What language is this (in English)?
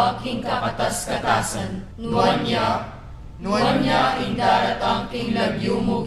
Pampanga